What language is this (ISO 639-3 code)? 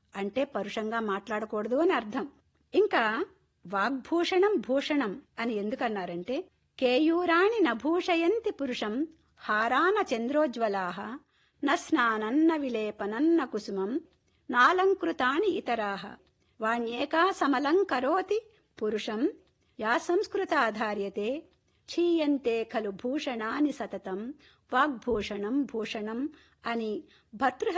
tel